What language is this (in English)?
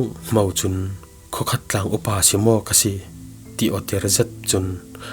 Falam Chin